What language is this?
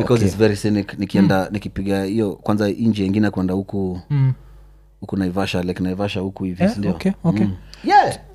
Swahili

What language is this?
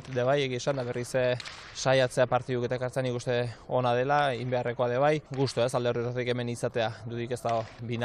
Basque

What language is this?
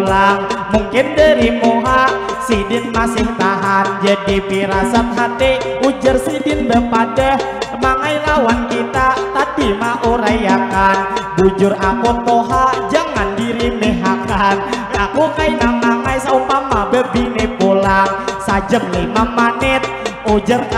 Banjar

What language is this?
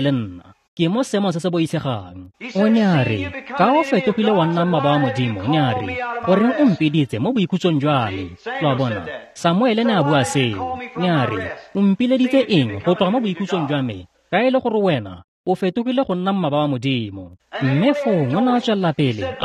Tswana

